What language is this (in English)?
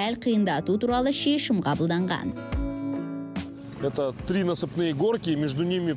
Kazakh